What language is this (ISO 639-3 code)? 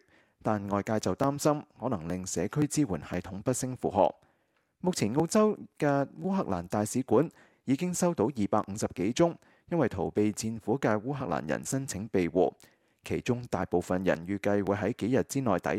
yue